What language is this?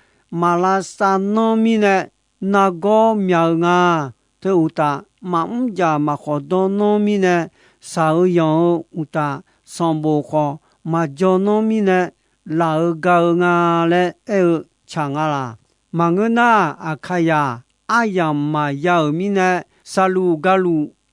Akha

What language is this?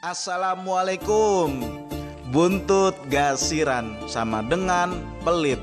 Betawi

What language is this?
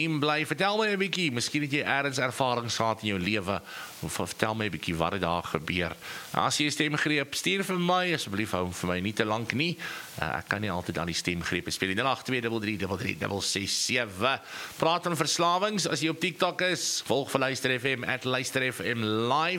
Afrikaans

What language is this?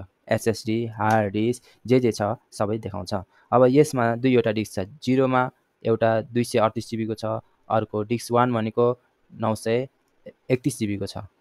Nepali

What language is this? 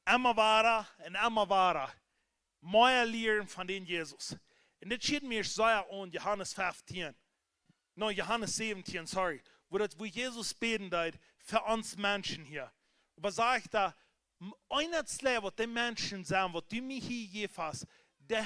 Plautdietsch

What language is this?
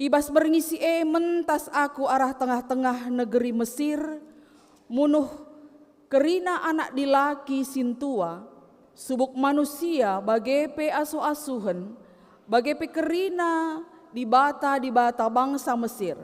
Batak Karo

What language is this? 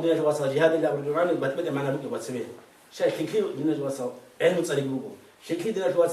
Avaric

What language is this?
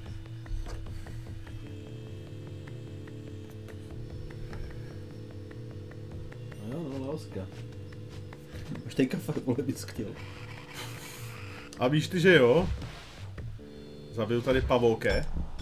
Czech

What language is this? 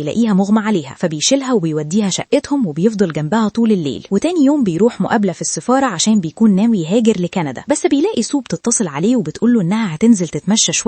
Egyptian Arabic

